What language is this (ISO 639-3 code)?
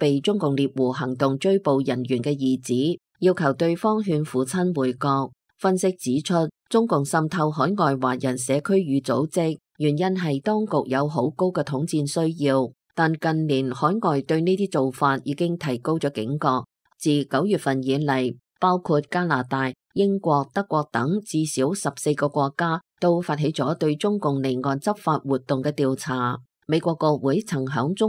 yue